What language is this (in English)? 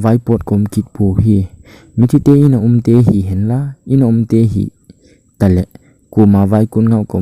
Thado Chin